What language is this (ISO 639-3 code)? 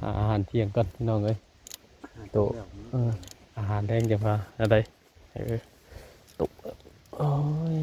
tts